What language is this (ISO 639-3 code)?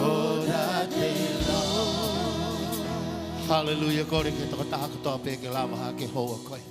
ton